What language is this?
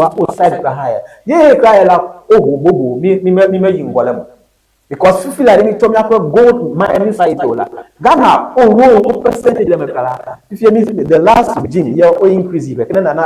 Ewe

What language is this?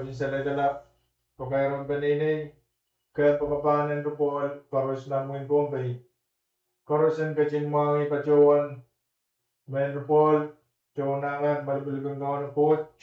Pohnpeian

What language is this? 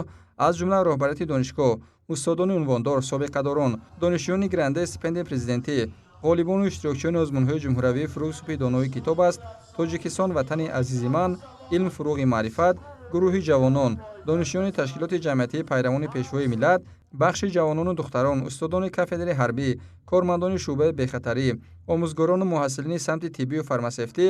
Tajik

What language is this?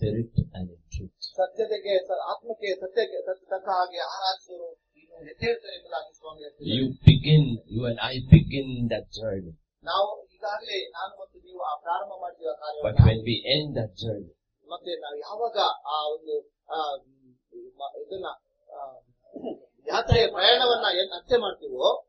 Kannada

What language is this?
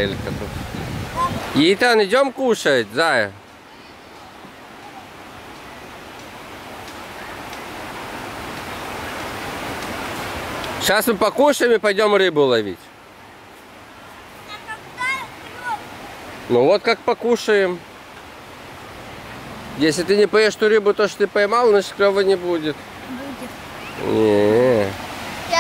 Russian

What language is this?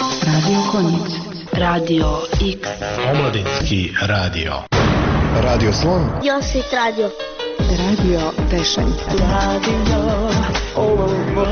Bosnian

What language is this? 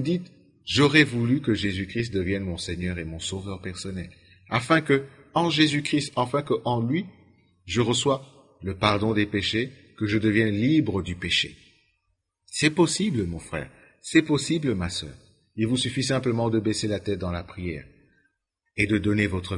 French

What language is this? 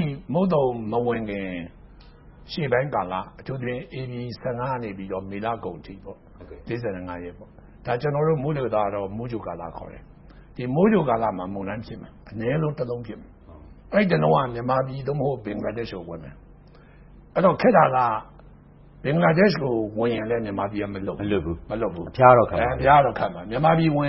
Burmese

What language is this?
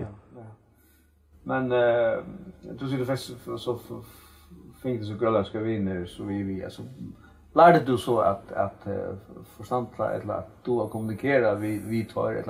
Faroese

